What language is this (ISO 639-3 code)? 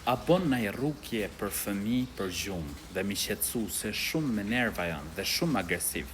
sqi